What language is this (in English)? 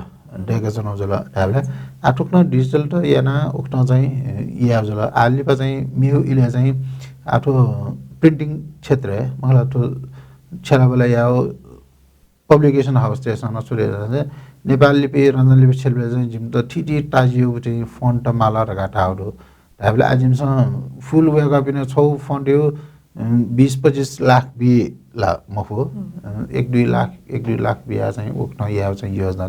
Newari